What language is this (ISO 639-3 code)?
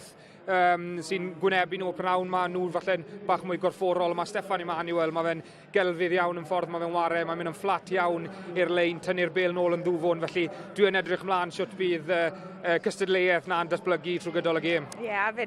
cym